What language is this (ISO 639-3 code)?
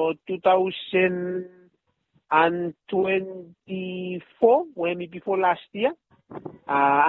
bis